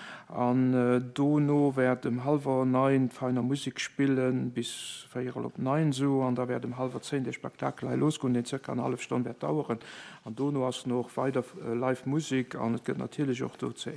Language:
Luxembourgish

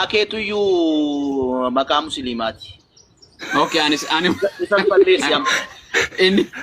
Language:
Oromo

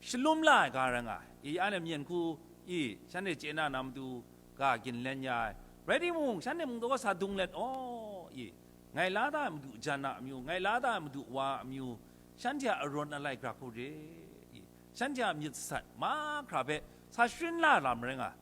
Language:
Kachin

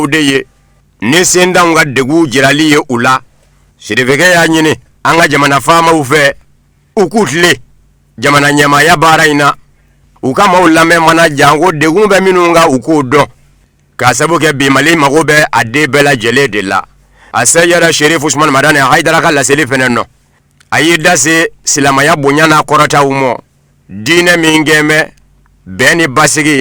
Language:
Bambara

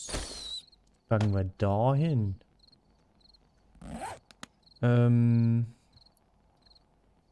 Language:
German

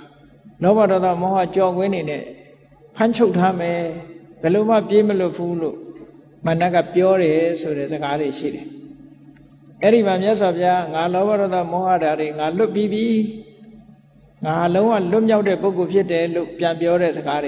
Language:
Burmese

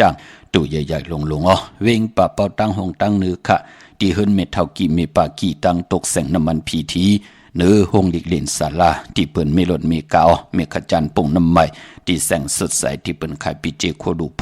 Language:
Shan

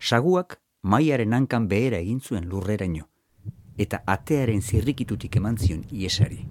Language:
Basque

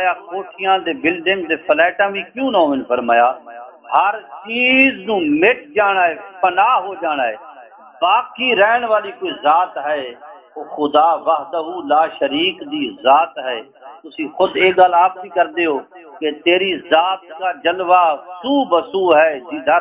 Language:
Saraiki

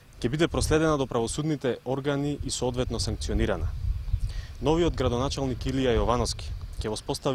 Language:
Macedonian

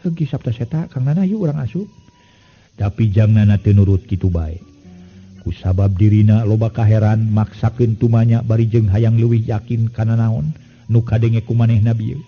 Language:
Sundanese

